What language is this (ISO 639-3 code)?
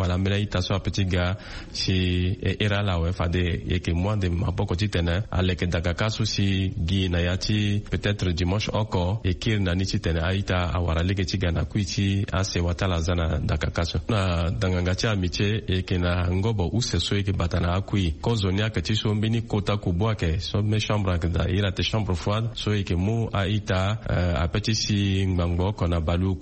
sag